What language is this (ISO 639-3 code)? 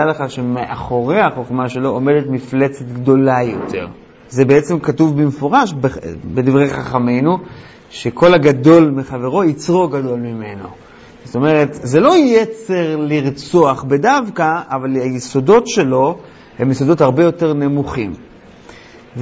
heb